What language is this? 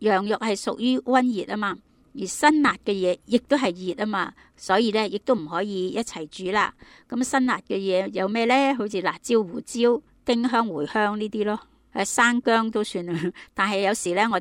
Cantonese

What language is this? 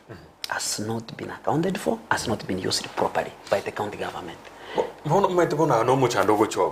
Gusii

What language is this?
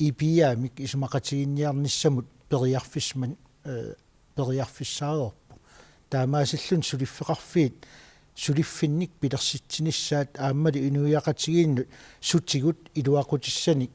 Kalaallisut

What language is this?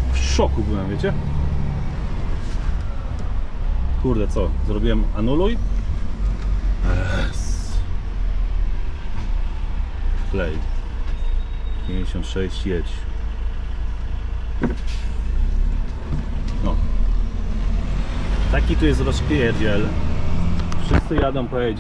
Polish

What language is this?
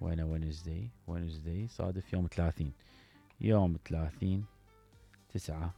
Mesopotamian Arabic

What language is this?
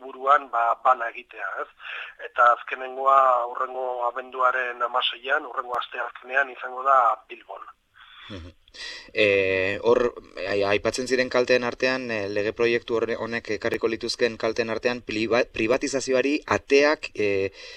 Basque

